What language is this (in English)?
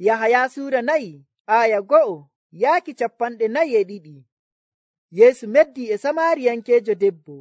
Nigerian Fulfulde